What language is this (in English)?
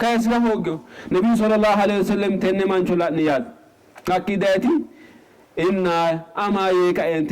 Sidamo